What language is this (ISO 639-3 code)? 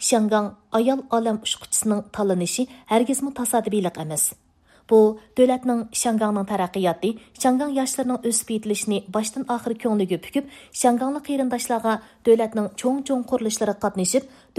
uig